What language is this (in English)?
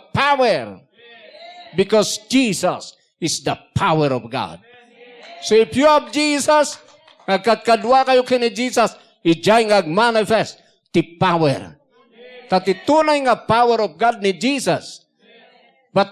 Iloko